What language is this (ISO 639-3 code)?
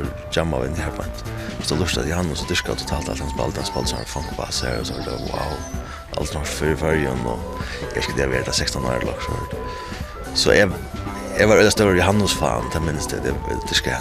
fao